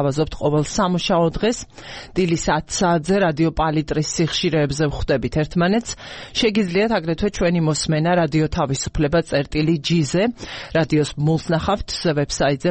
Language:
Georgian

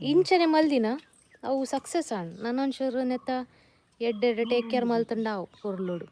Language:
Tulu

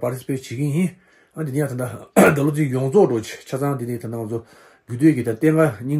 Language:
Tibetan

